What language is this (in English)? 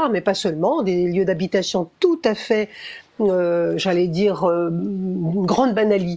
French